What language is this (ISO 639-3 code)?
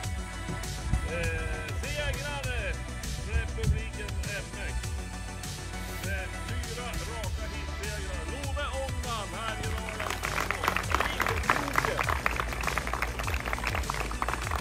swe